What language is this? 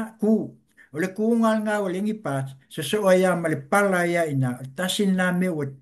Samoan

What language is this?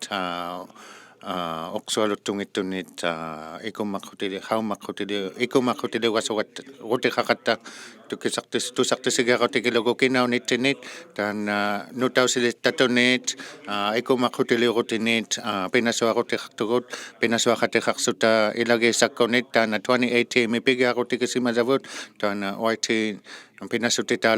Inuktitut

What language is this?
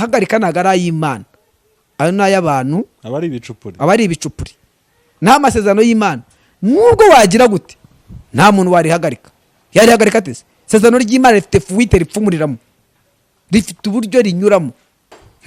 Kinyarwanda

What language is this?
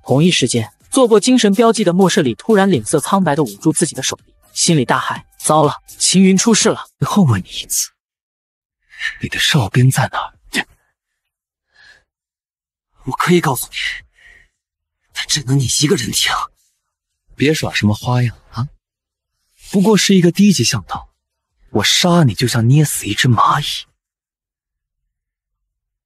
Chinese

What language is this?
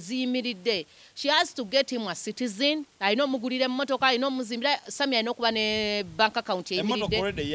Ganda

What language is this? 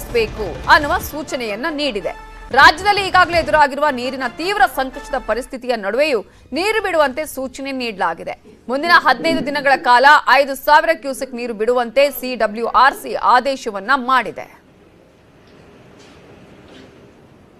Kannada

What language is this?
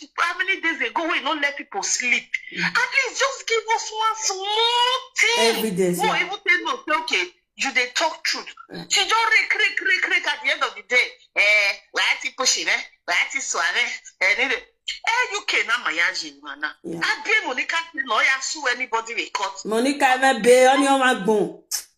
Nigerian Pidgin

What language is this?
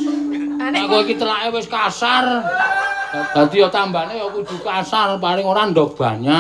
Javanese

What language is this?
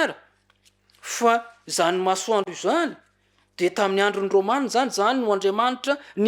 Malagasy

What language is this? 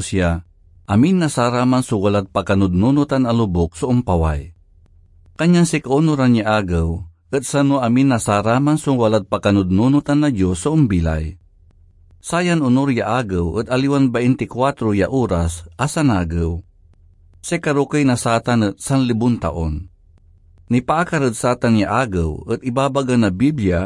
Pangasinan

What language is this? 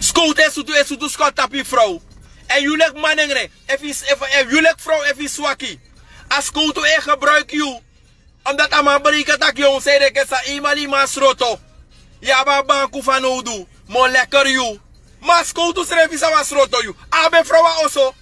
Sranan Tongo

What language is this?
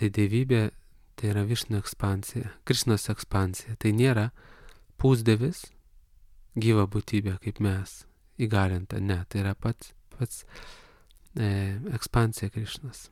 Lithuanian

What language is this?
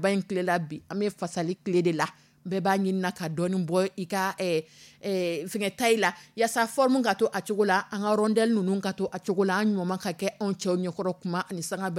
Dyula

